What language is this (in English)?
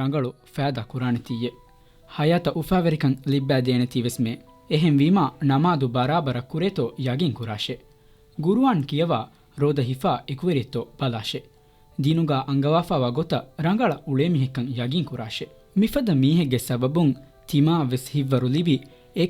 Divehi